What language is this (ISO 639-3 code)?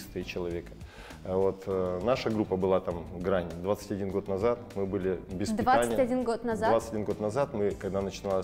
rus